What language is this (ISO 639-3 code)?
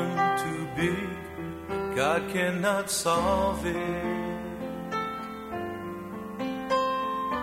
est